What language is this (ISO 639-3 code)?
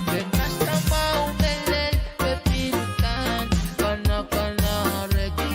pon